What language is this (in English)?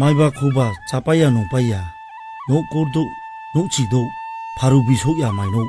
Kok Borok